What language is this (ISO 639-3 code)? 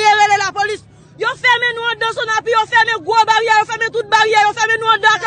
hat